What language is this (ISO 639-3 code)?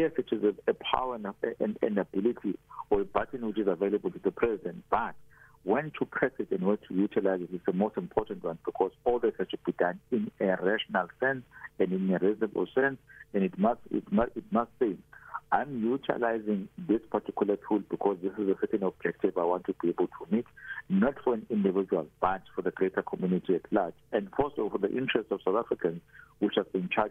eng